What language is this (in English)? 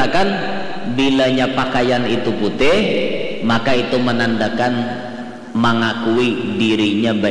Banjar